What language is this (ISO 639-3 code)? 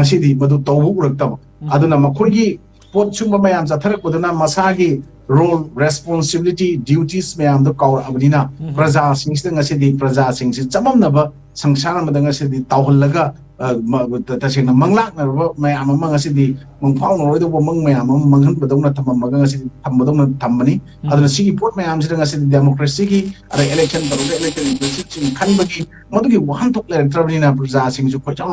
mni